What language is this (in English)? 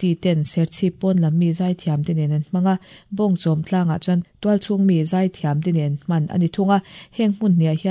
Mizo